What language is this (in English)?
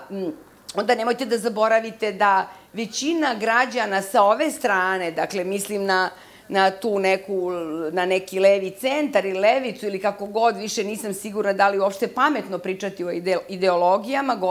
Serbian